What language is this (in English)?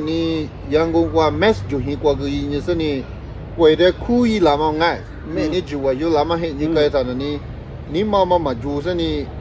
Lisu